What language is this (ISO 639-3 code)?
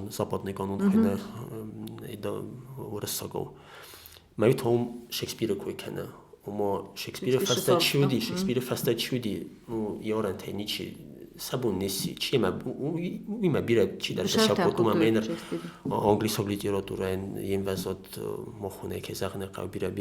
oss